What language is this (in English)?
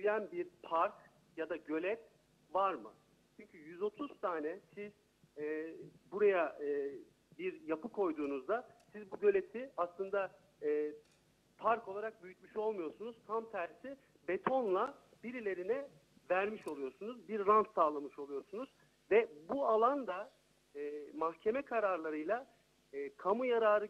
Turkish